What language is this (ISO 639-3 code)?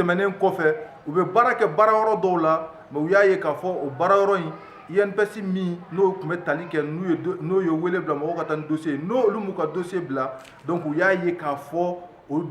bam